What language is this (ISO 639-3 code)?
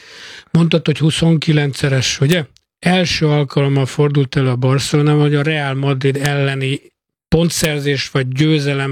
hun